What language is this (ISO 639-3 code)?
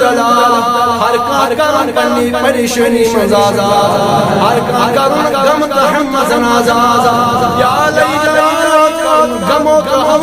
kas